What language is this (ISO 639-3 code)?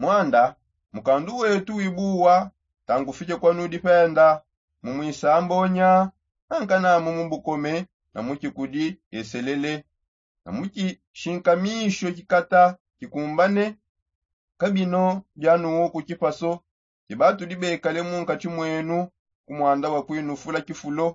sop